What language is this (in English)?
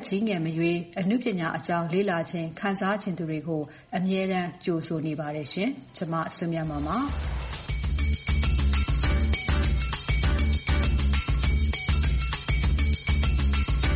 Burmese